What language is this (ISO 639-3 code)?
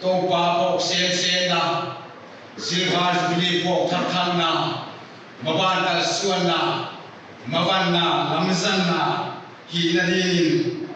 pck